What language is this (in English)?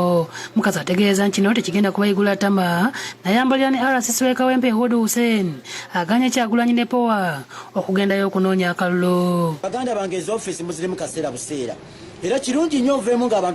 Ganda